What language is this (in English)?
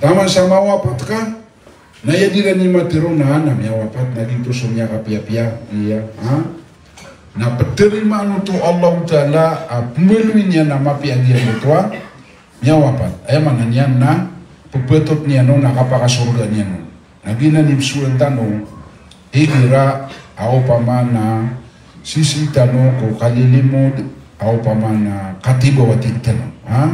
Maranao